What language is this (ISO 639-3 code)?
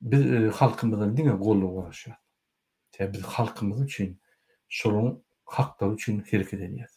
tuk